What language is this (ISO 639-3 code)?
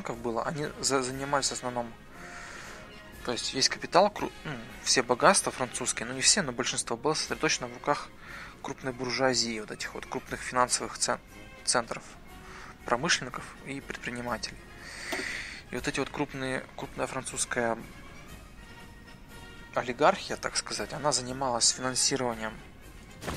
rus